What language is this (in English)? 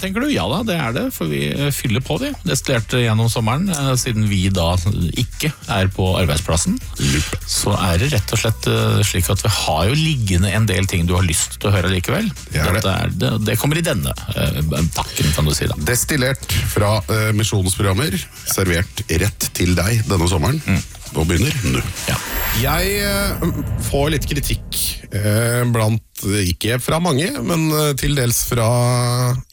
Norwegian